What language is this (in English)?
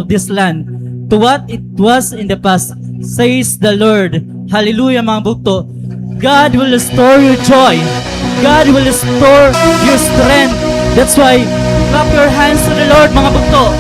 Waray